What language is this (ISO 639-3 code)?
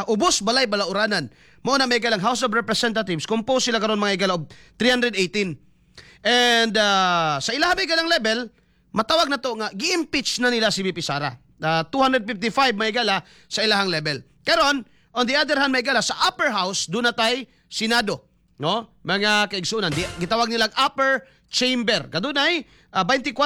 ceb